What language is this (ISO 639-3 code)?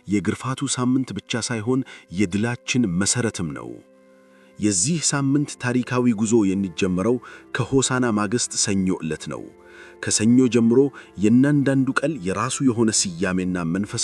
amh